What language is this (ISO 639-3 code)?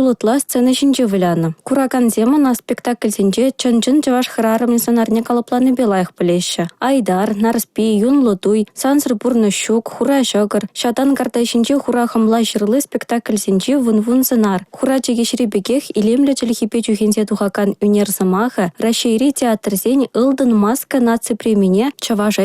chv